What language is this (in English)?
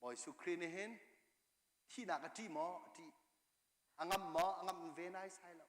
Hakha Chin